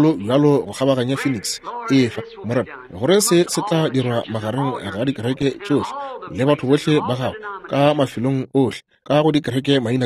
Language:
Northern Sotho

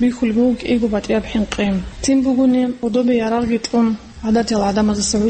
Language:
Avaric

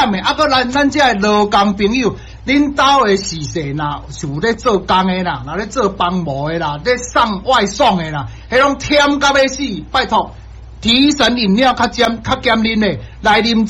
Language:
Min Nan Chinese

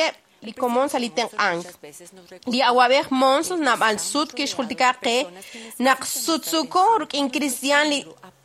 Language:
Kekchí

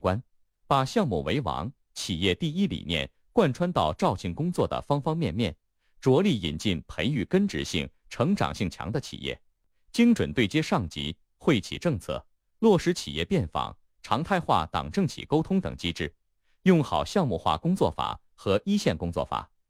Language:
Chinese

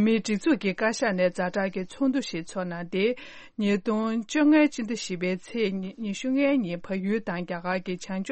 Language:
Tibetan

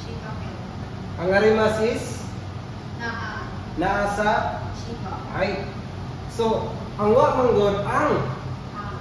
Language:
Cebuano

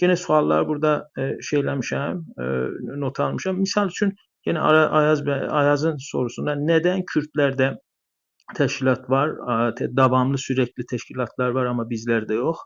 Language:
South Azerbaijani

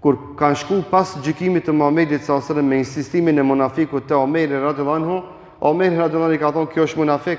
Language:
Albanian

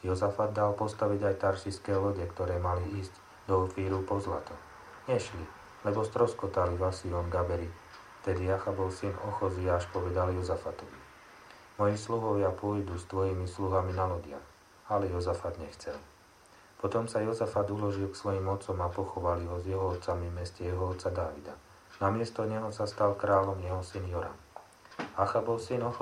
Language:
Slovak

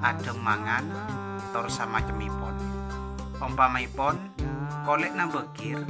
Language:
Madurese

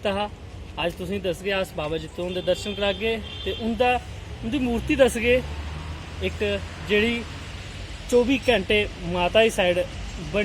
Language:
Dogri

